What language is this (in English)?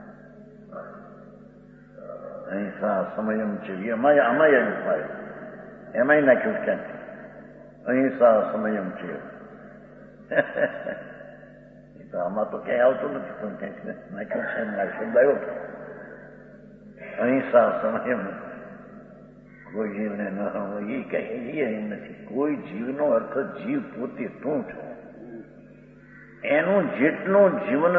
Gujarati